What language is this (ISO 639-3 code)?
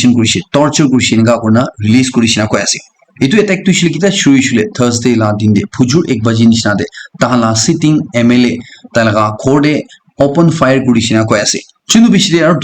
nag